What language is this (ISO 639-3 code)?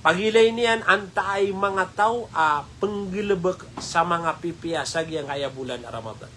mrw